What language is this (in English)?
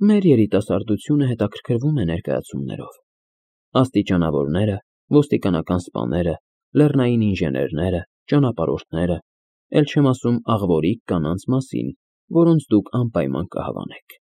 Armenian